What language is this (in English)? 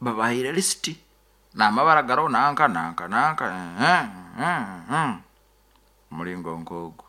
Nyoro